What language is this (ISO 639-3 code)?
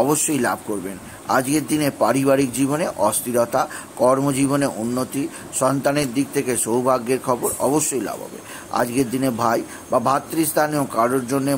ben